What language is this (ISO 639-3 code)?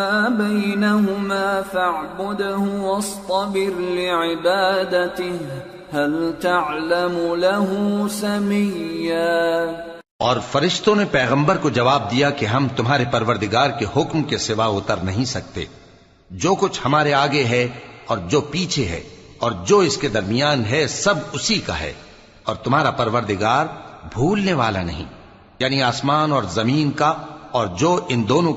urd